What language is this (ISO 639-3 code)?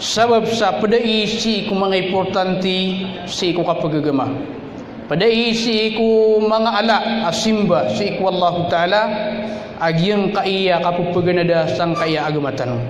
mrw